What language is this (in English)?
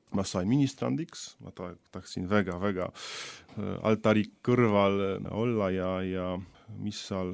Estonian